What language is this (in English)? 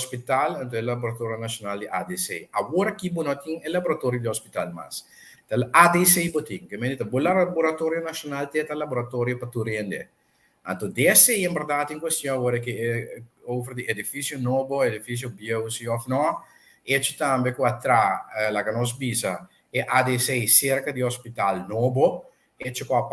Papiamento